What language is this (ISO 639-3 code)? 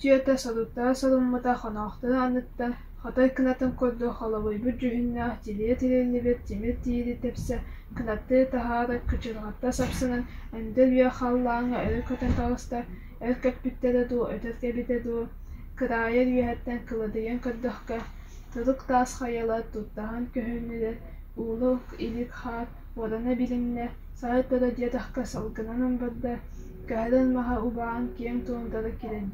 sah